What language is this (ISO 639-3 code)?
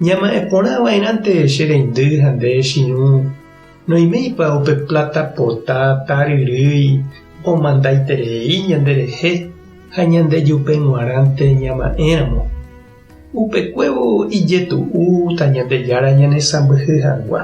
grn